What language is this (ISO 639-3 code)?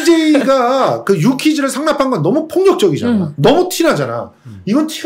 kor